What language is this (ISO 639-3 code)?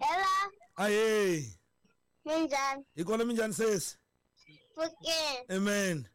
tso